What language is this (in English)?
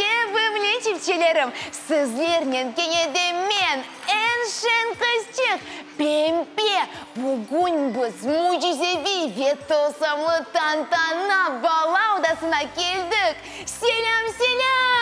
Crimean Tatar